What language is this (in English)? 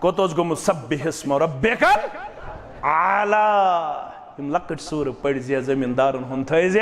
Kashmiri